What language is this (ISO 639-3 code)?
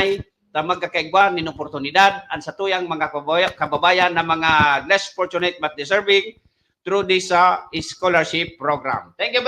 bik